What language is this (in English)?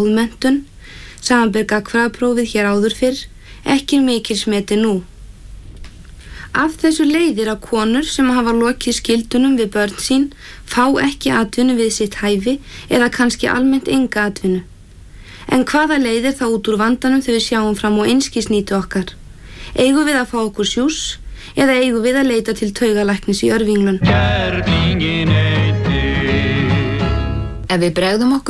Icelandic